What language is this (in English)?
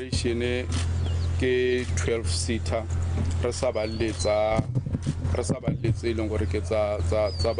Tswana